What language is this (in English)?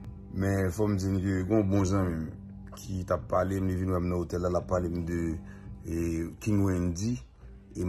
Haitian Creole